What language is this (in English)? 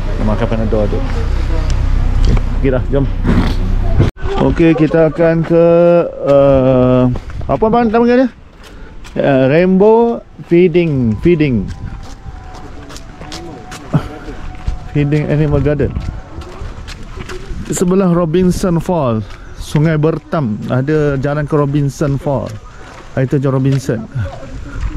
Malay